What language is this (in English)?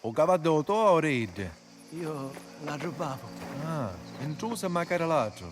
Sicilian